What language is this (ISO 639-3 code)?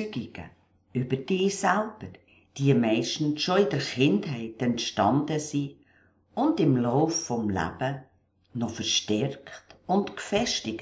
gsw